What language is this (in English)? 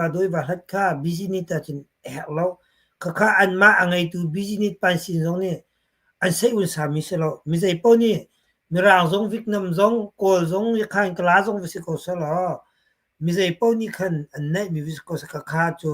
Hakha Chin